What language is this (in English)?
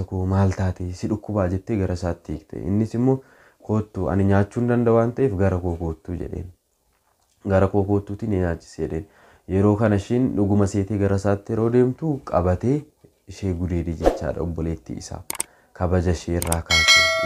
Oromo